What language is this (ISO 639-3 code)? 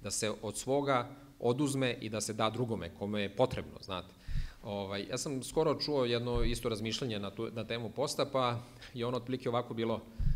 srp